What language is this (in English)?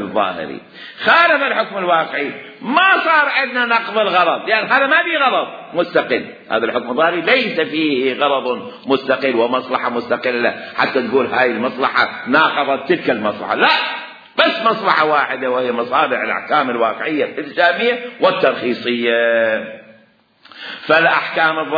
Mesopotamian Arabic